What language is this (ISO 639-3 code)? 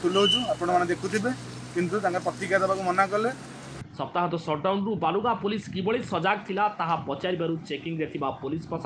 ori